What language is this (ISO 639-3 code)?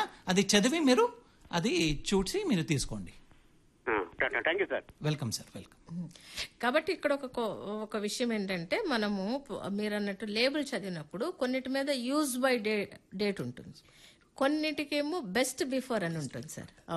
tel